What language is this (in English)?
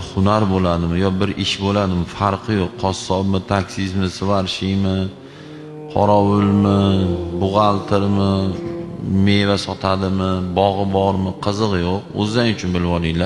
Uzbek